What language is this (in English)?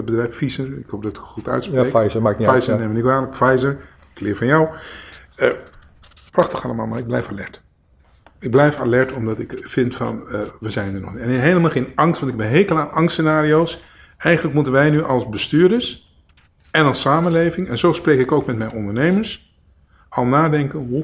Dutch